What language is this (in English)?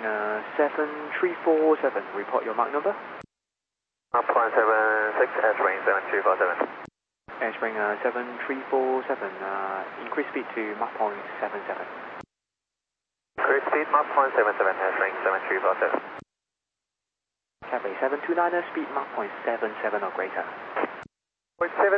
English